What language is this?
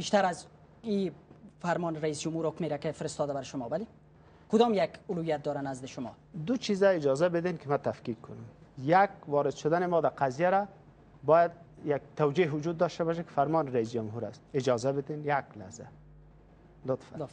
Persian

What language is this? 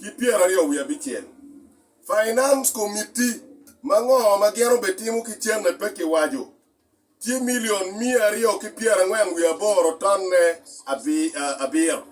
Acoli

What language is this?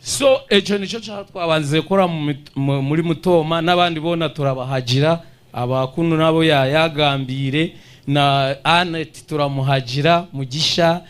Nyankole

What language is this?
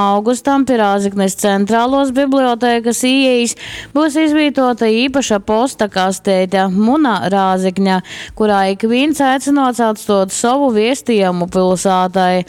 Latgalian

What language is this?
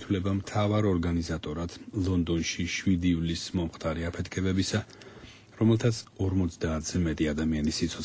Georgian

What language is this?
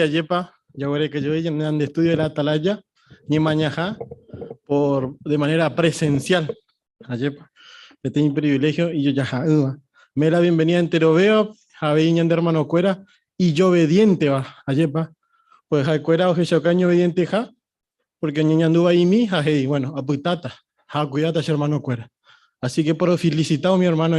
Guarani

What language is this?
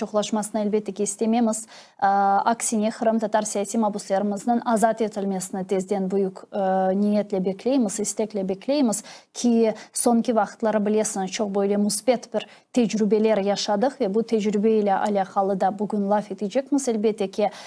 Crimean Tatar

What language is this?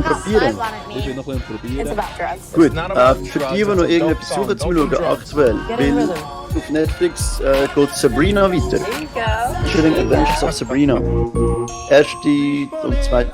Swiss German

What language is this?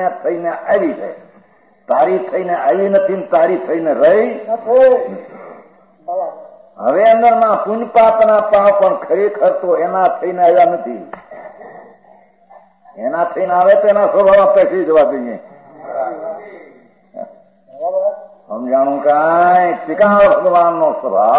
Gujarati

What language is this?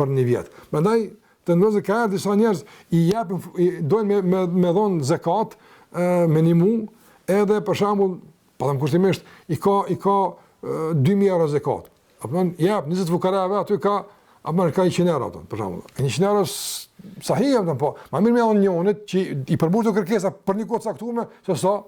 Albanian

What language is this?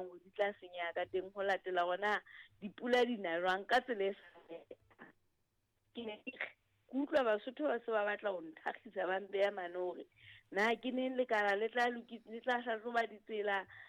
Southern Sotho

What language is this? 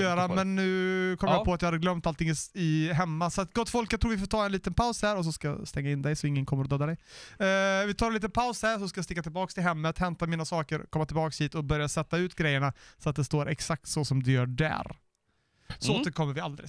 Swedish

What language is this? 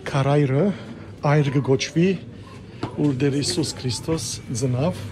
Western Armenian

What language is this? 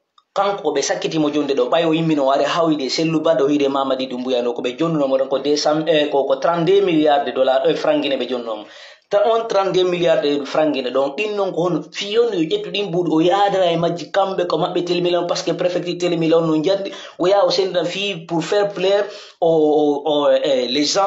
Pular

